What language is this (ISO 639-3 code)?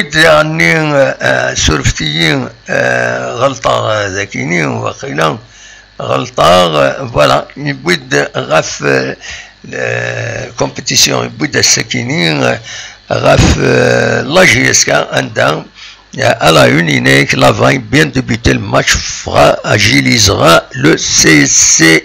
kab